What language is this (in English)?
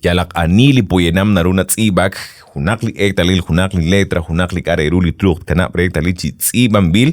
Kekchí